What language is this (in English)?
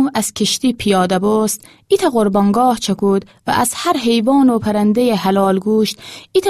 Gilaki